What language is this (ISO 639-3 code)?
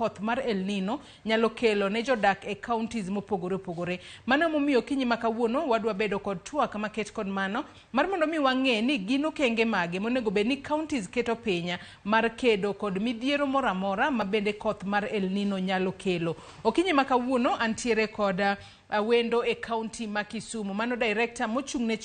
luo